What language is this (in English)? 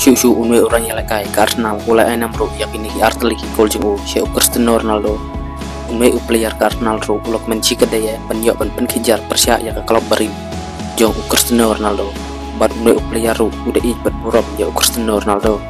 Khasi